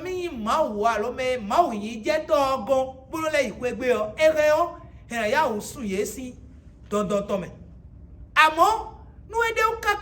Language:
Fon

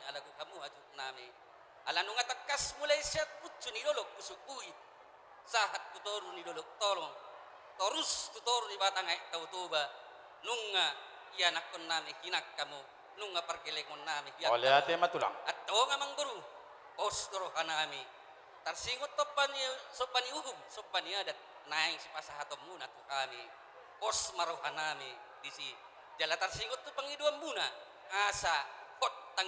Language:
Batak Toba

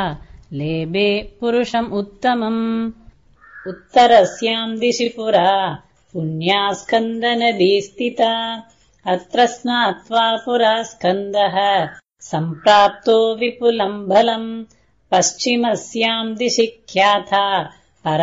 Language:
Sanskrit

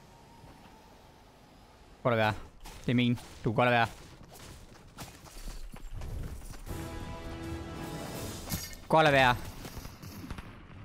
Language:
Danish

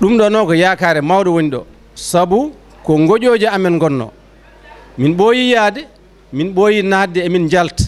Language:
Fula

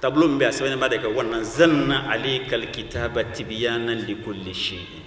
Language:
Bambara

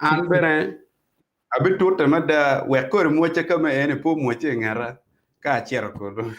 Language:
Acoli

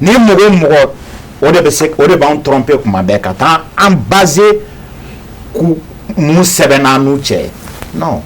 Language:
Bambara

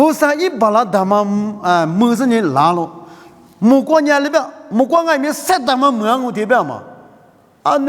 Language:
Lisu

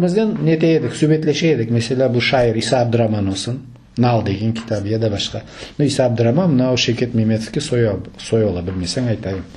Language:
Crimean Tatar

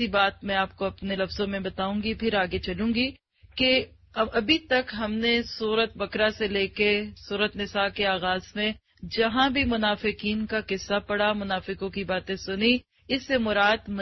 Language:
Urdu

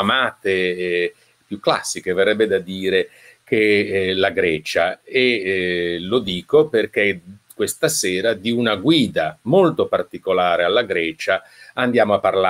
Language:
Italian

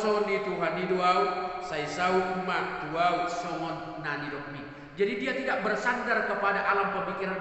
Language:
Batak Toba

